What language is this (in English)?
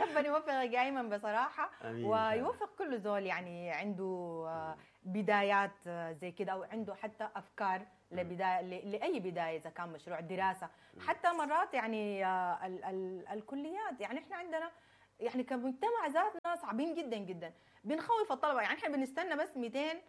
Sudanese Arabic